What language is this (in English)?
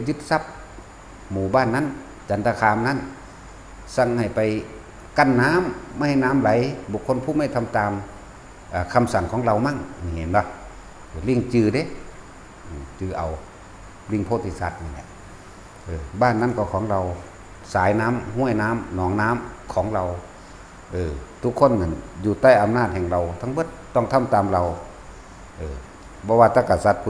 Northeastern Thai